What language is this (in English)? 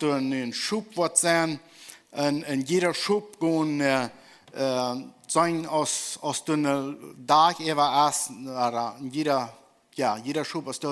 Plautdietsch